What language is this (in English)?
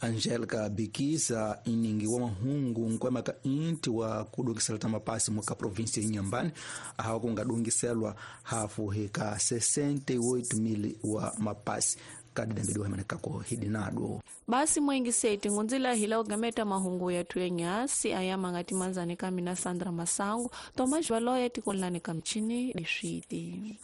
Tsonga